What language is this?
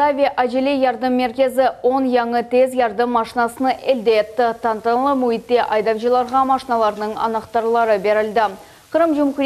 Crimean Tatar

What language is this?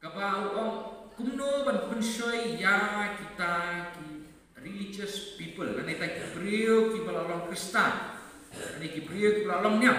Khasi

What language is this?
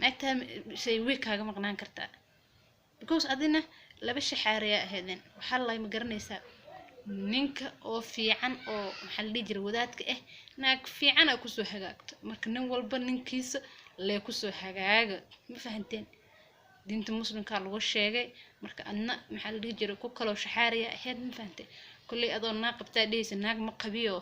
Somali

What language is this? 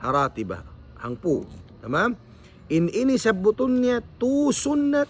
Tausug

